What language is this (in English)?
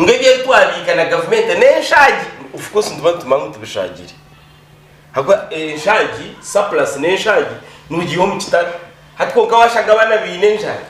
Nyankole